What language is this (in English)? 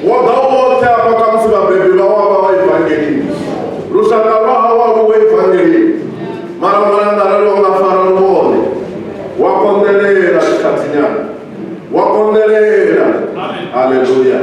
Venda